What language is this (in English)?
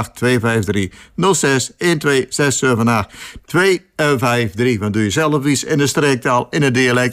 Dutch